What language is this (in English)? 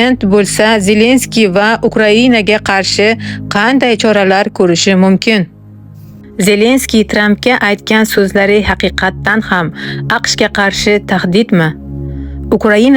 Uzbek